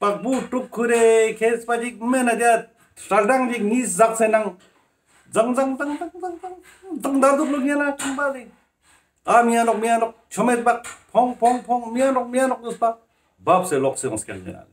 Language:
Ladakhi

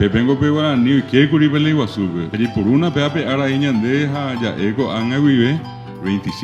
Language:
Guarani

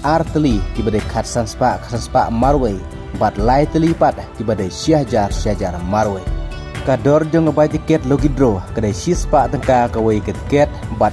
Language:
Khasi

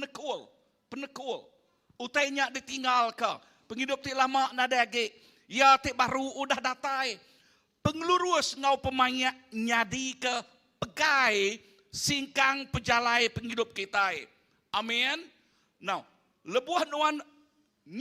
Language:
Iban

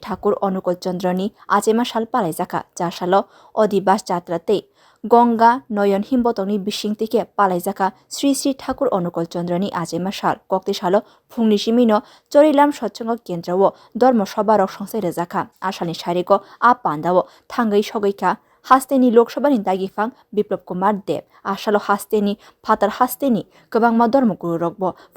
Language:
Kok Borok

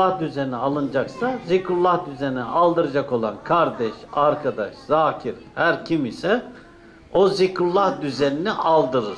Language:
Turkish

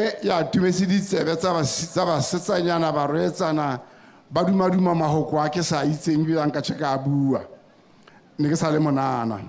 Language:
Tswana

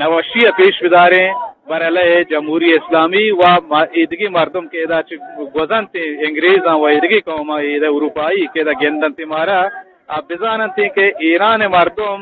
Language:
Eastern Balochi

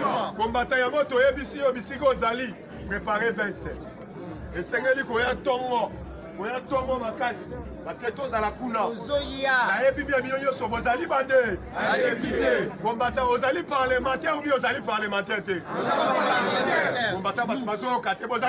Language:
Lingala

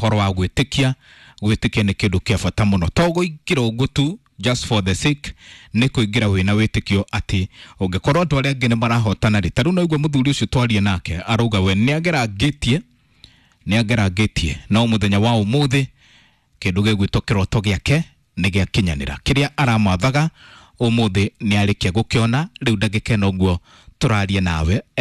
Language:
Kikuyu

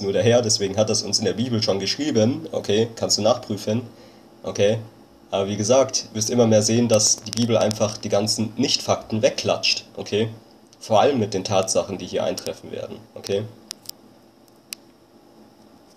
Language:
German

